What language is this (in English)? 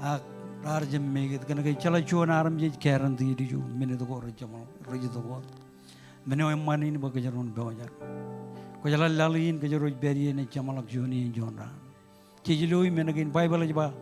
Marshallese